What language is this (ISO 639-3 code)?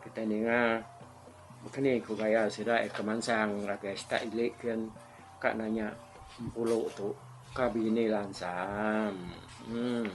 iba